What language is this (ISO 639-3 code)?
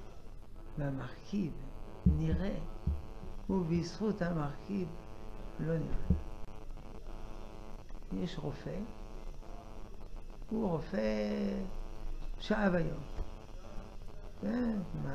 heb